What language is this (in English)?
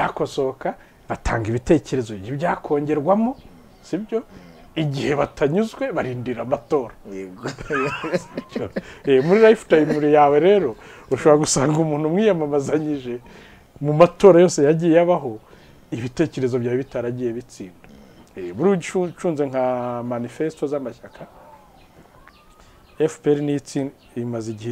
Kinyarwanda